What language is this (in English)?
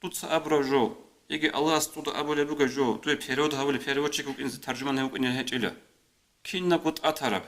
Avaric